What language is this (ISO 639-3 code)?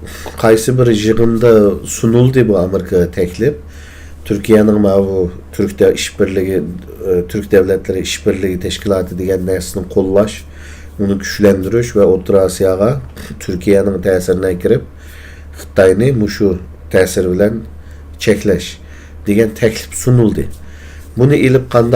uig